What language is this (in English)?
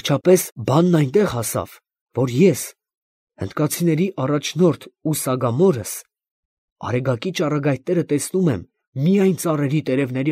Armenian